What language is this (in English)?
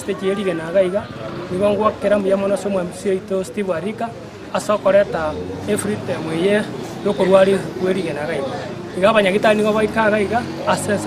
Gusii